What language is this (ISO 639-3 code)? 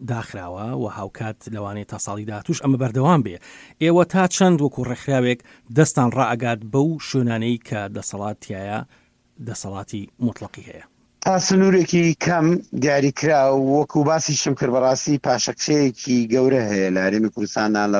ckb